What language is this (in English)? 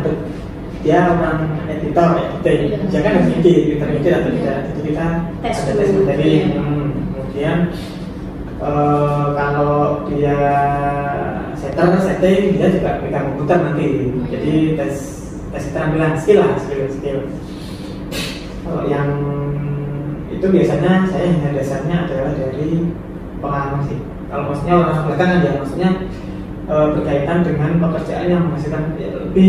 Indonesian